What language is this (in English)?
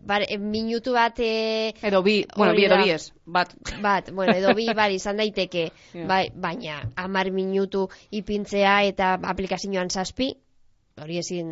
Basque